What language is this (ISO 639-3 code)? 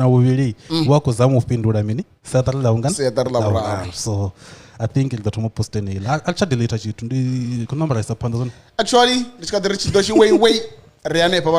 ven